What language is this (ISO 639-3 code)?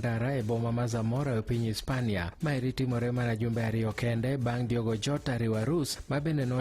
luo